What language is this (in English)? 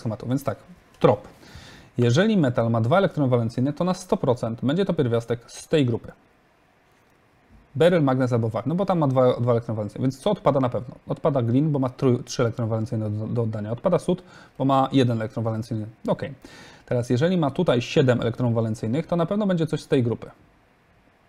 Polish